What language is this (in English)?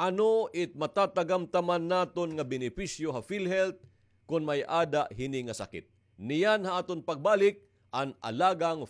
Waray